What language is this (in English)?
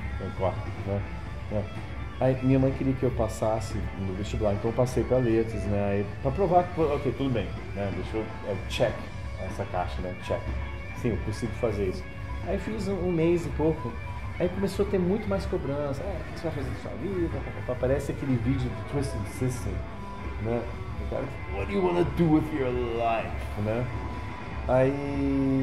Portuguese